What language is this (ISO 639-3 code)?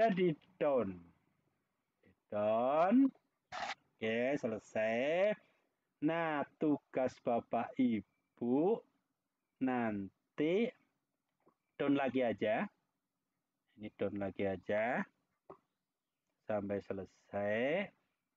ind